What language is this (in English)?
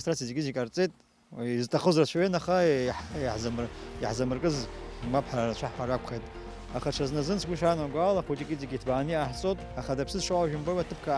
Abkhazian